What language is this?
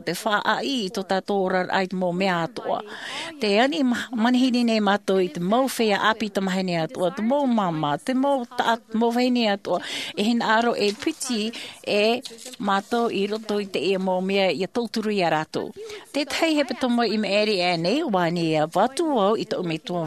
Tahitian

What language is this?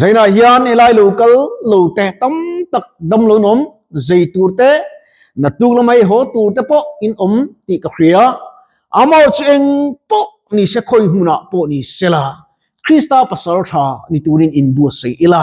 Mizo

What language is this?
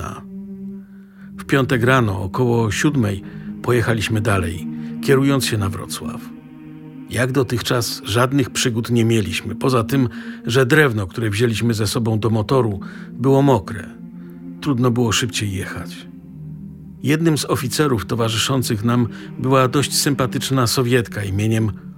Polish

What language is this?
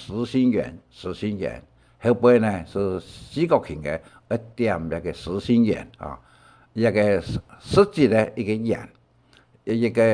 Hakka Chinese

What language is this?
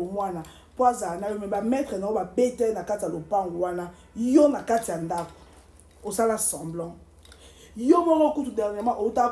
Lingala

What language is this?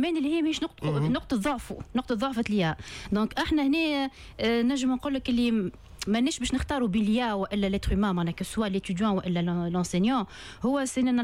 Tunisian Arabic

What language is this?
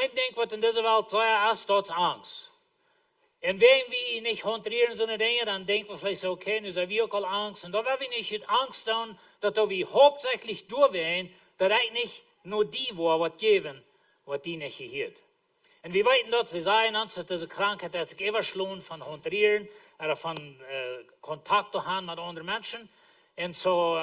Plautdietsch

